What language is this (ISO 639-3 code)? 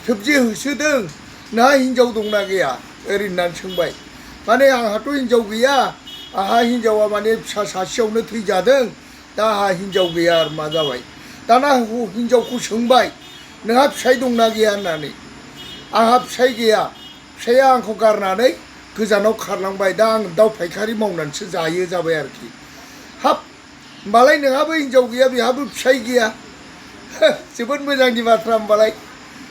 brx